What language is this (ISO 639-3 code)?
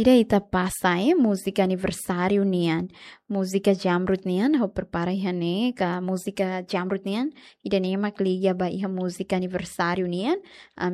tet